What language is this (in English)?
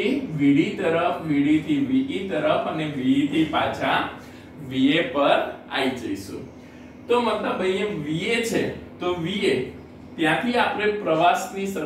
Gujarati